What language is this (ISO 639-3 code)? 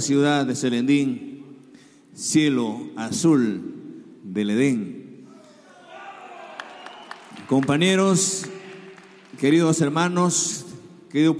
spa